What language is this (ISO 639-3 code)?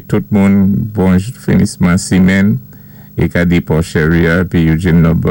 acf